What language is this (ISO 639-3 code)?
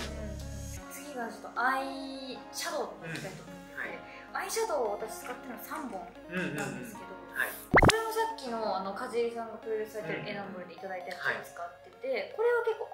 jpn